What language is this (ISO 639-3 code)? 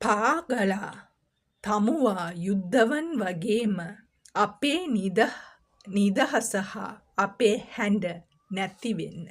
sin